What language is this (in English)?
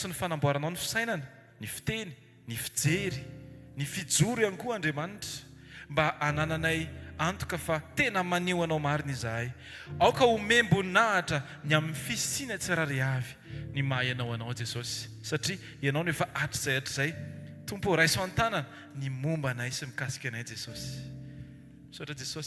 Malagasy